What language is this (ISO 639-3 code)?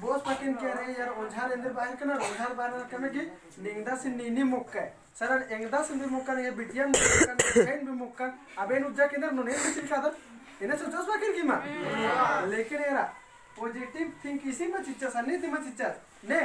kru